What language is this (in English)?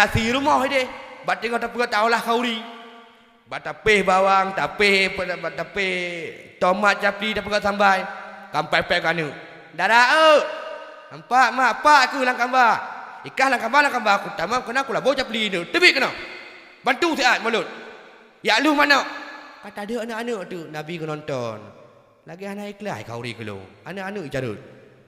Achinese